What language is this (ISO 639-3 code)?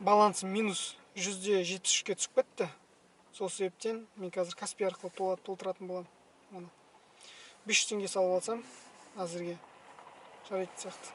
kaz